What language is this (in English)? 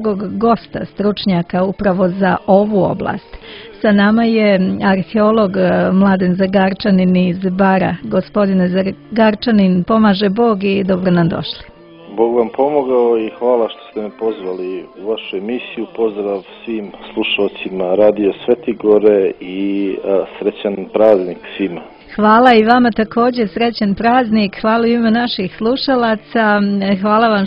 Serbian